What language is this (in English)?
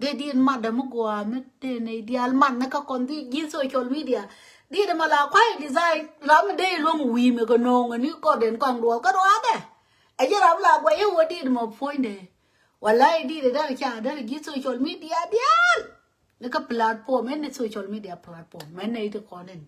Nuer